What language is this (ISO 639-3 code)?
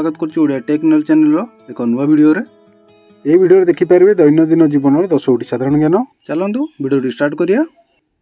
ori